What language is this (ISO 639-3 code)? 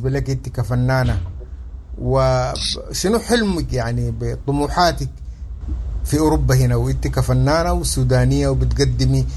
apd